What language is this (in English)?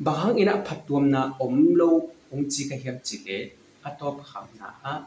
Tedim Chin